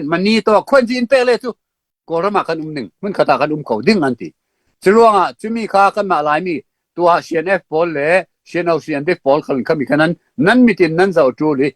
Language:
Falam Chin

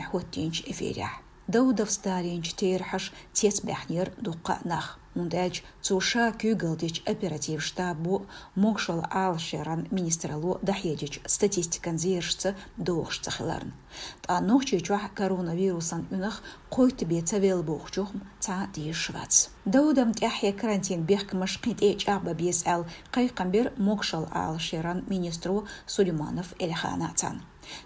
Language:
Chechen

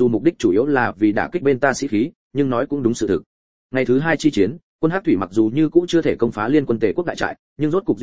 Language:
Vietnamese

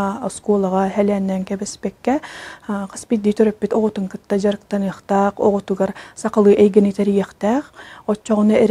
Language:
Yakut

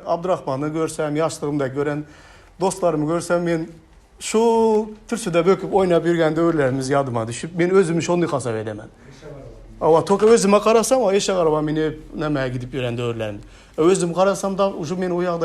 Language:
Turkmen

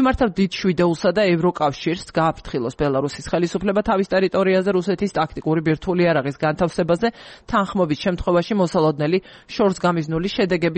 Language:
Georgian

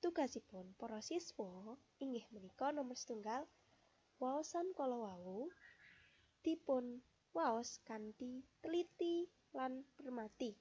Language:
Javanese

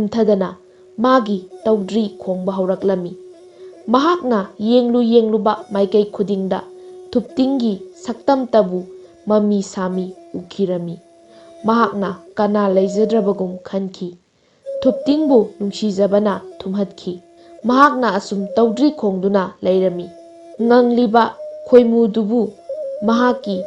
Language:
Manipuri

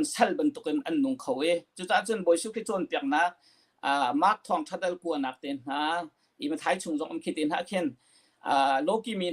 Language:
Hakha Chin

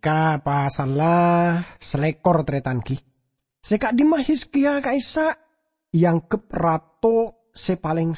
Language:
Madurese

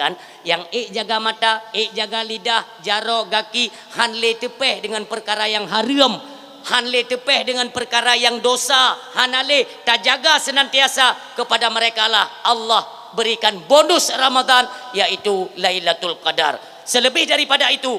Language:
Achinese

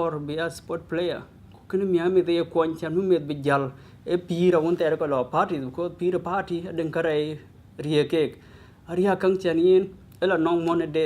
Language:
Dinka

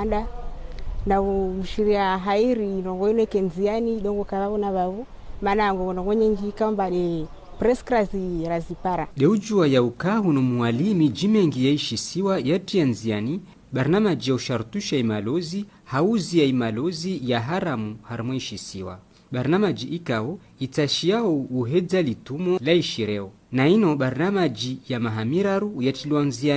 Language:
Ngazidja Comorian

